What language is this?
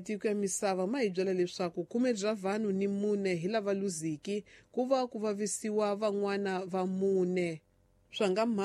Tsonga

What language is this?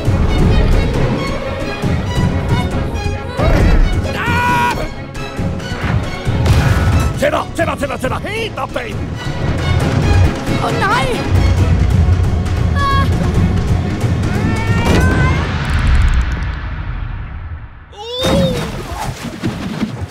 Danish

